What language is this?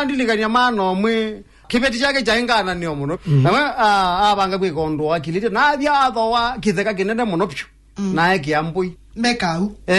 Kamba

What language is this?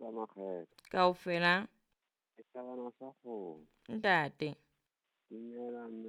Southern Sotho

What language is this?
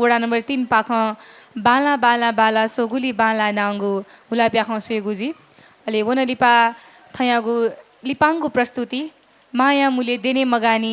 Newari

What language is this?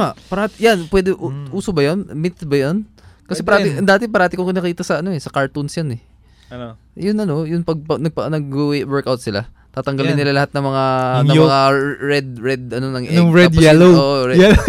Filipino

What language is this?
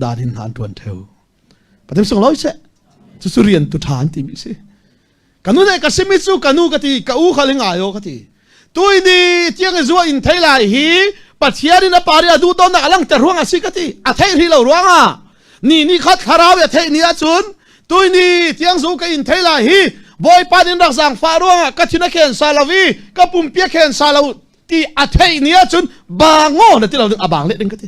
Falam Chin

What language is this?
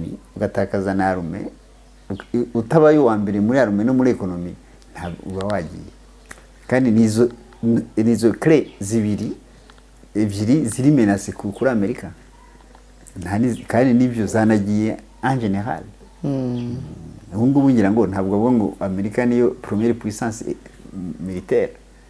Kinyarwanda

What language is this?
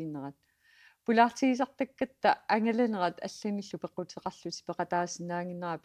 Kalaallisut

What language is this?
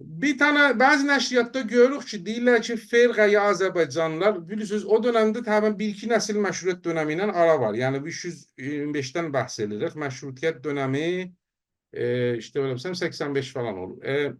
South Azerbaijani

